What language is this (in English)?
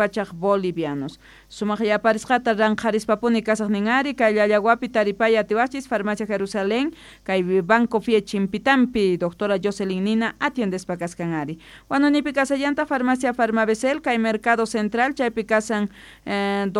South Bolivian Quechua